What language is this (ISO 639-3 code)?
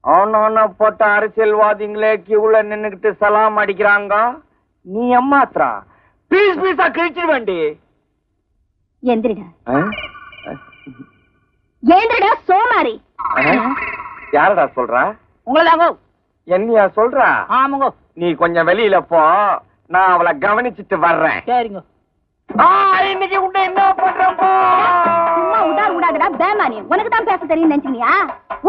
tam